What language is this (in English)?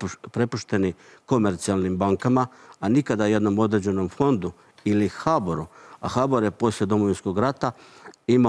Croatian